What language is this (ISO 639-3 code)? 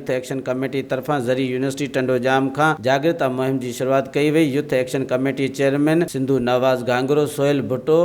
snd